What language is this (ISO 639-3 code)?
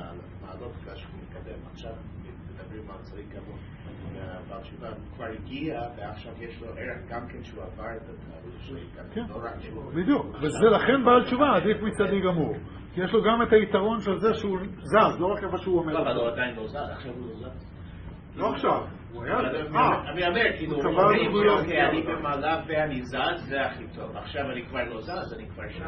heb